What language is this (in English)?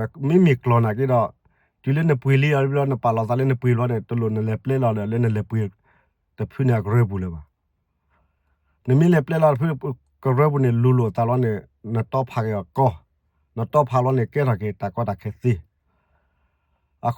S'gaw Karen